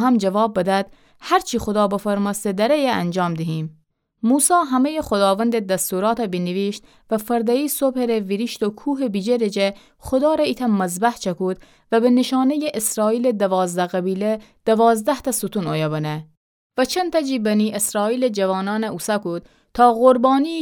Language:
Gilaki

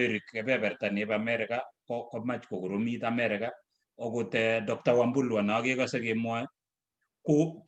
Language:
Kalenjin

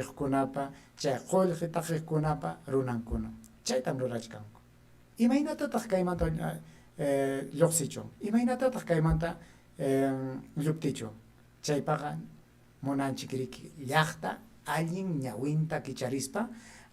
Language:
Ayacucho Quechua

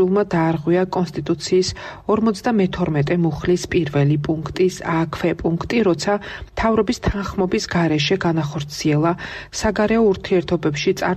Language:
Georgian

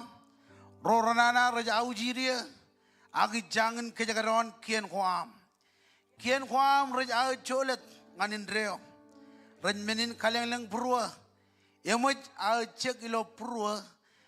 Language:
Marshallese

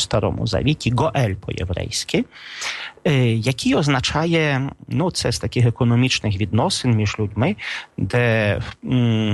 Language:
Ukrainian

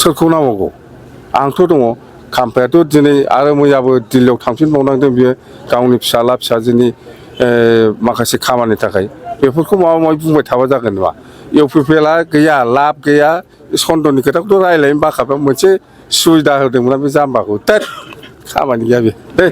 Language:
Bodo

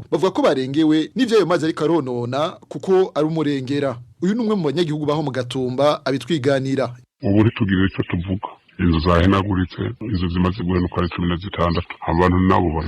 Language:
Rundi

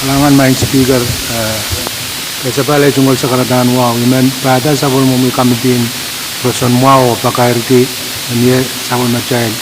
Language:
Pohnpeian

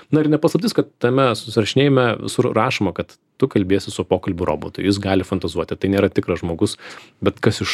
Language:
Lithuanian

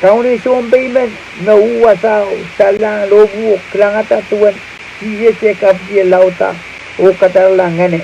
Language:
Pohnpeian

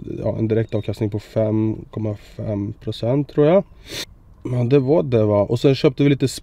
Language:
Swedish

